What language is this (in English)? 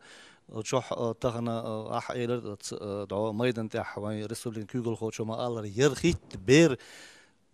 Chechen